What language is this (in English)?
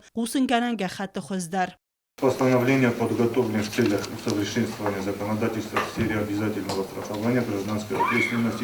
Ossetic